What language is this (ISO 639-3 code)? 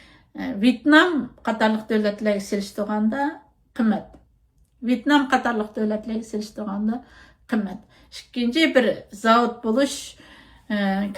uig